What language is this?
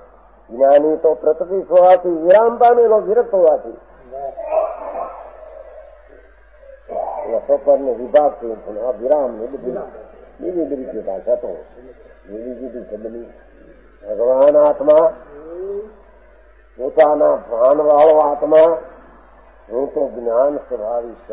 Gujarati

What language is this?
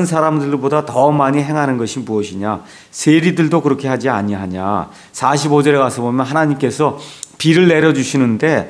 Korean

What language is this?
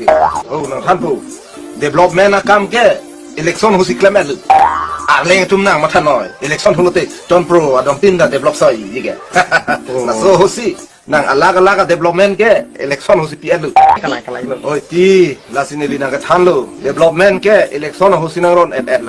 Karbi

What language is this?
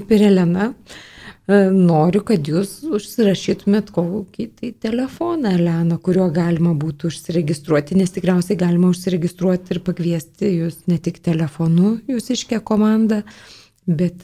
Lithuanian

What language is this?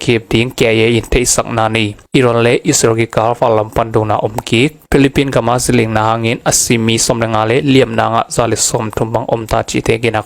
Tedim Chin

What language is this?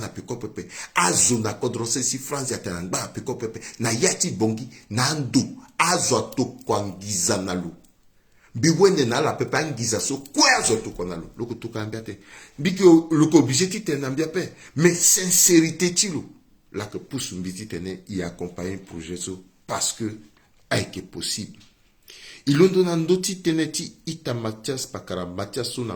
Sango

